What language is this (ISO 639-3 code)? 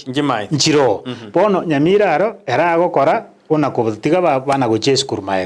guz